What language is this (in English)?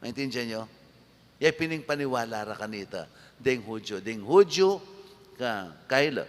Pampanga